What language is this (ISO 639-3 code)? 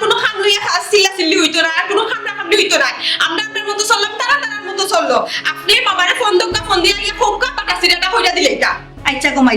syl